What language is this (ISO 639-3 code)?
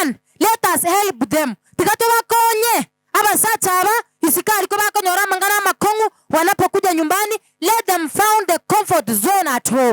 guz